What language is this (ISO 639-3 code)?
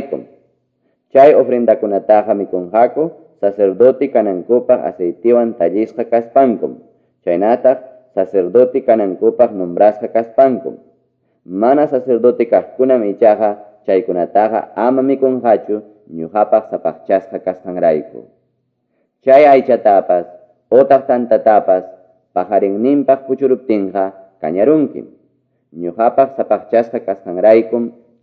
que